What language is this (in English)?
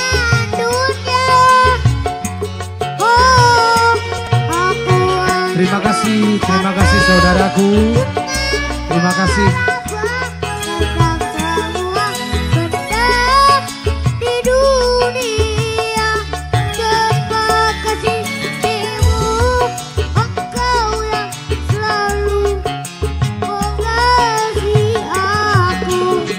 Indonesian